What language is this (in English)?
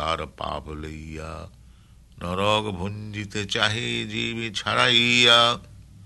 Bangla